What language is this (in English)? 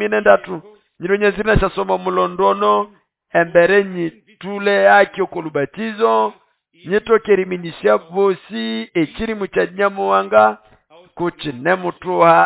Nande